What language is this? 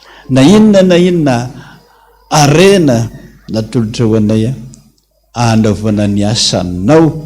Malagasy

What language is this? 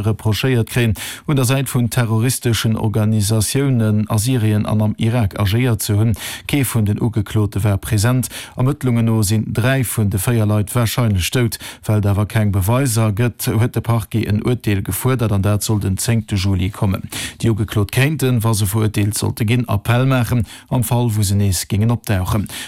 Luxembourgish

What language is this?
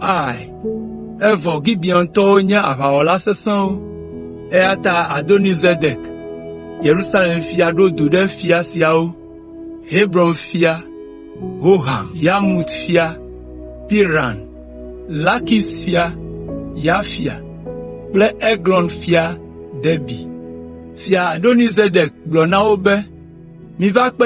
Ewe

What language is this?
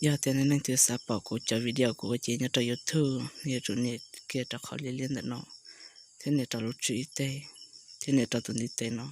Hmong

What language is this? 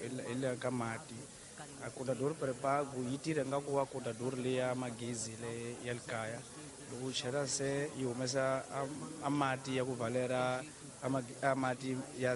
Tsonga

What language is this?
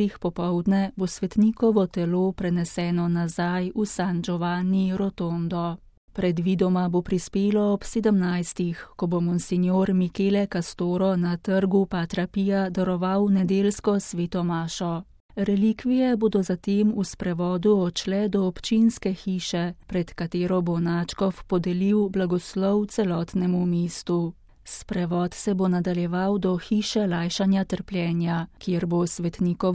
Slovenian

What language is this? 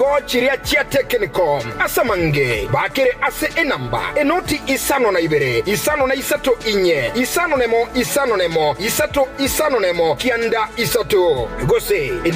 Gusii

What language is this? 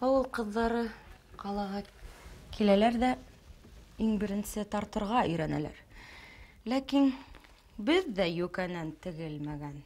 Bashkir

